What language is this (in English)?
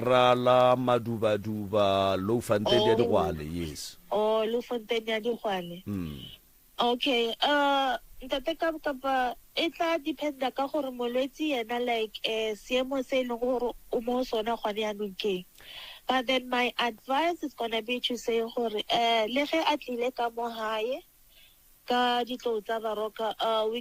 Northern Sotho